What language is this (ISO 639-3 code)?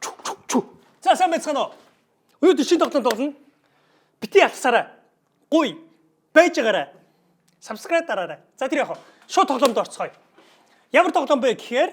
mon